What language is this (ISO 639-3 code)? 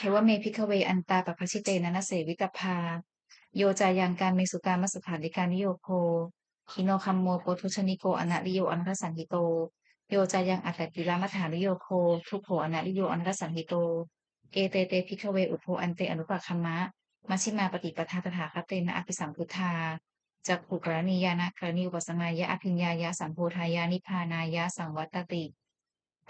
pli